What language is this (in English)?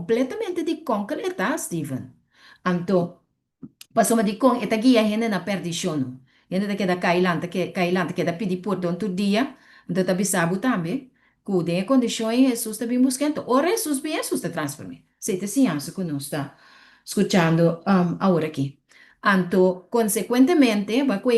Papiamento